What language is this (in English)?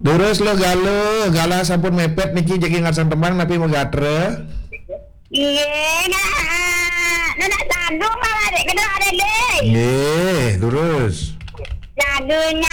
Balinese